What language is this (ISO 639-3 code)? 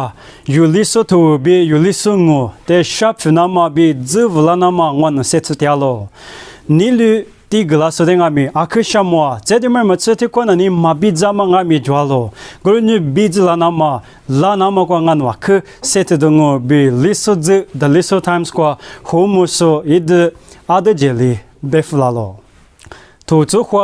lis